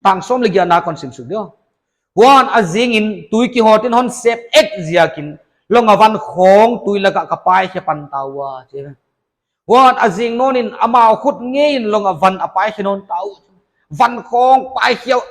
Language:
Paite Chin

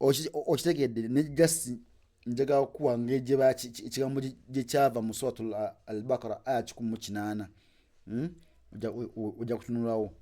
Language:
Ganda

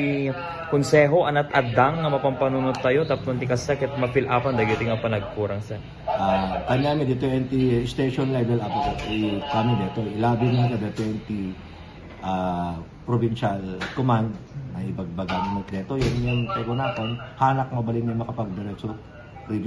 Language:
Iloko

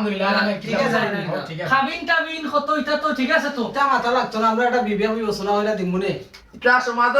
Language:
Sylheti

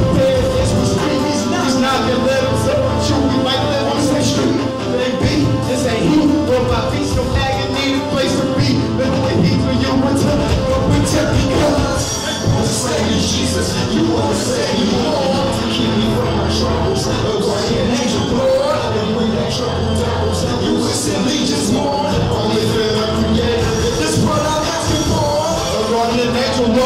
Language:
English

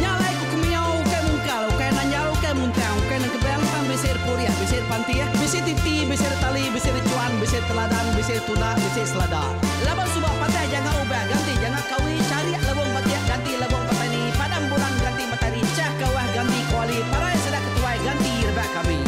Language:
Iban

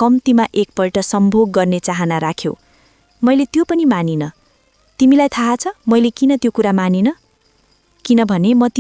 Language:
Nepali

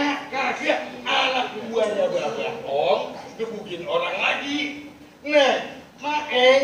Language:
Betawi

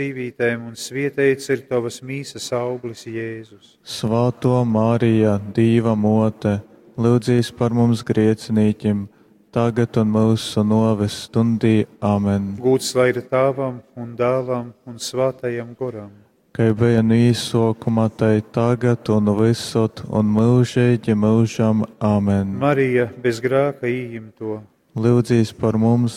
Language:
Latgalian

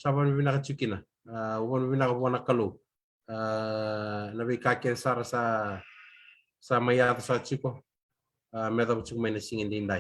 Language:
Fijian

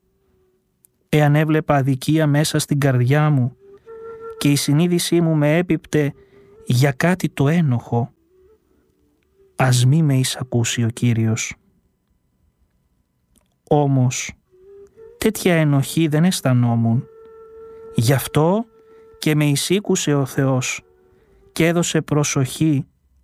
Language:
Greek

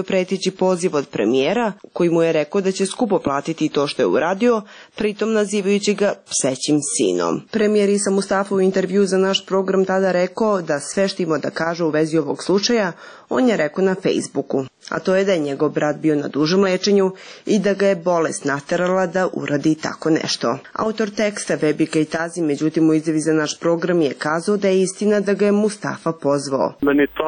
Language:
Serbian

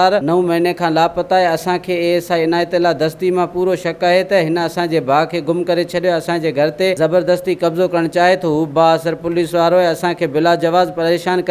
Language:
Sindhi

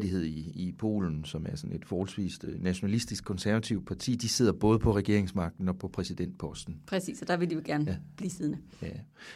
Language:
Danish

